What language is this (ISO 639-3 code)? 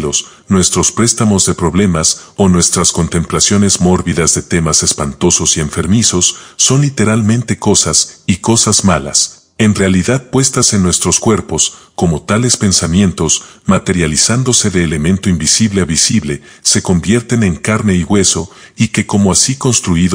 spa